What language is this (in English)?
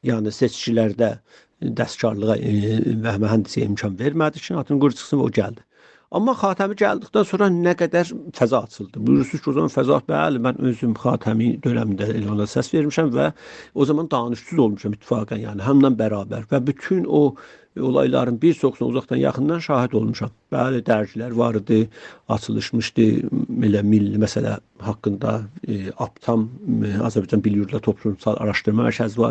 South Azerbaijani